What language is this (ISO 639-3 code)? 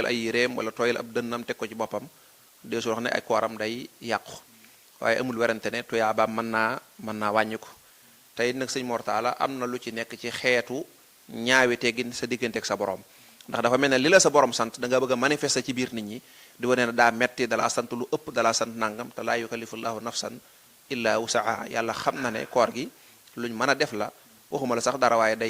wol